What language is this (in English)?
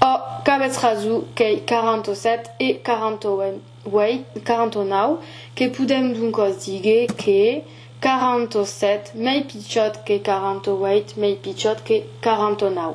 Occitan